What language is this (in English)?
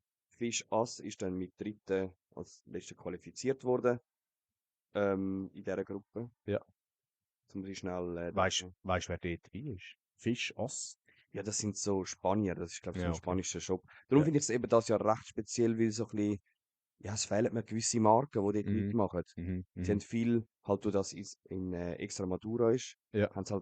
Swiss German